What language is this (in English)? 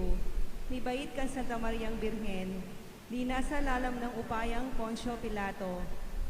Pampanga